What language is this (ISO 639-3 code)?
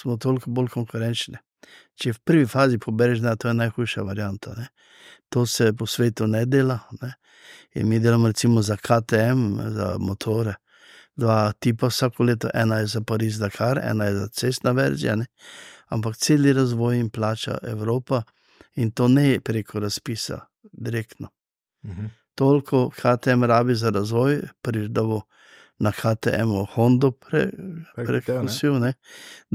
slv